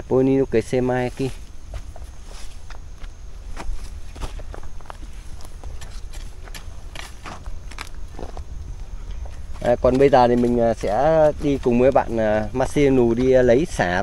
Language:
Vietnamese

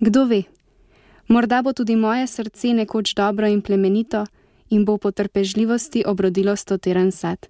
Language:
Slovenian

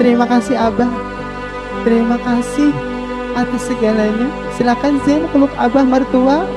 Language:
Banjar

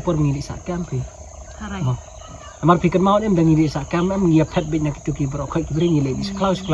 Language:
Khasi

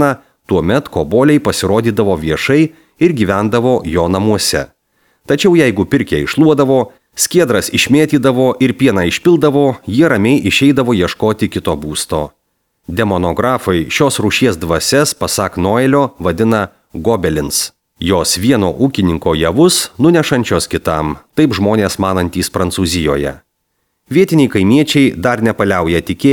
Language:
Lithuanian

